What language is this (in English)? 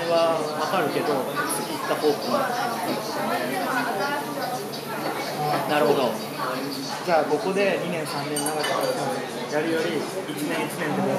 Japanese